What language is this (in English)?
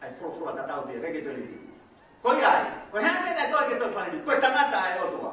Tongan